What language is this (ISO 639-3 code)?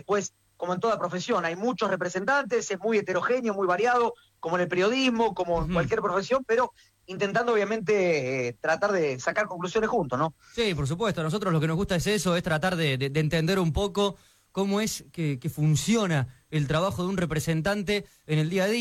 spa